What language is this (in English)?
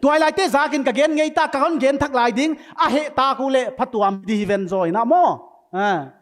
Paite Chin